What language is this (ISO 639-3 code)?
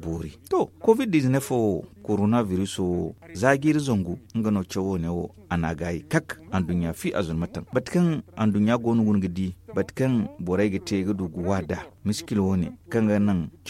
dje